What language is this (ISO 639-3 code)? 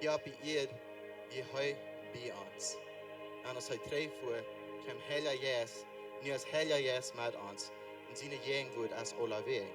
pdt